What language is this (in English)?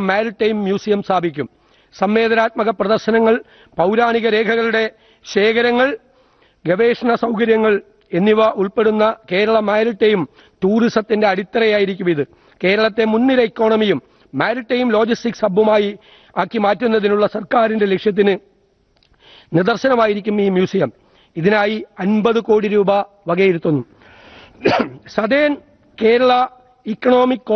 Malayalam